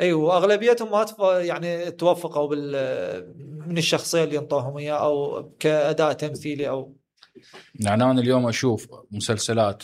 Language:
Mesopotamian Arabic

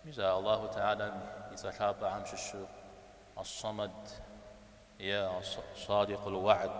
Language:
Kabardian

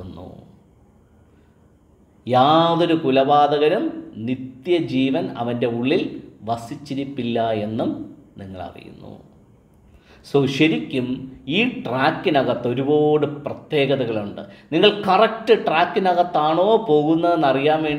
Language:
Malayalam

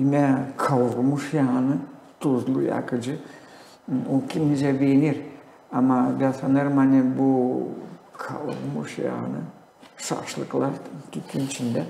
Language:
Gagauz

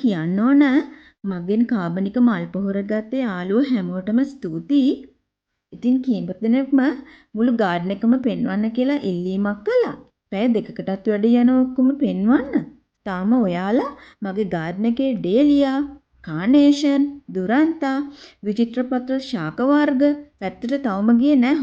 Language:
Sinhala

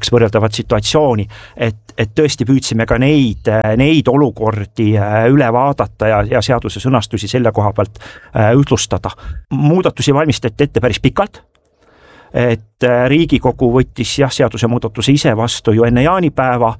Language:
Estonian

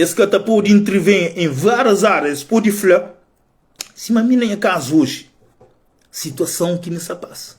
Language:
Kabuverdianu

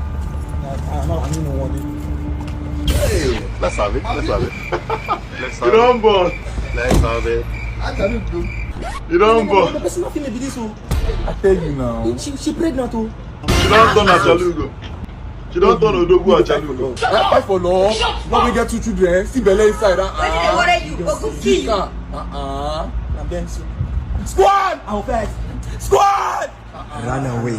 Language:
Nigerian Pidgin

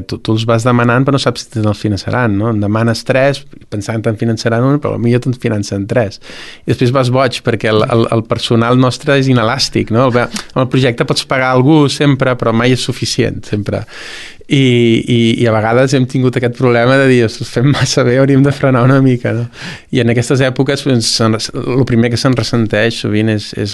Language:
Catalan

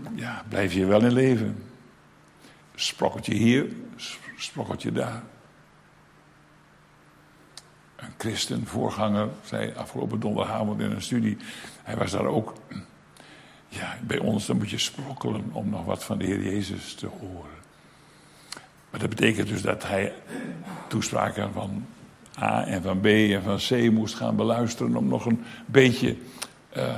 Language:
Dutch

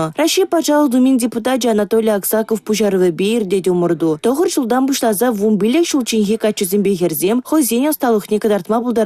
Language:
Chuvash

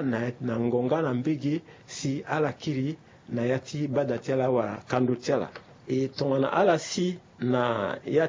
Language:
Sango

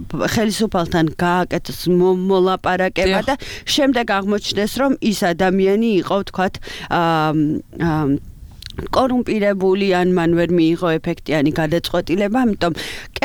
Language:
Georgian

